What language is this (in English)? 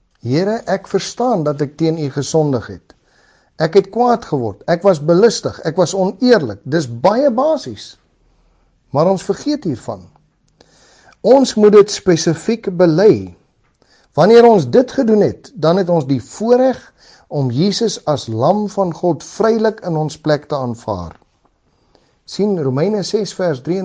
Afrikaans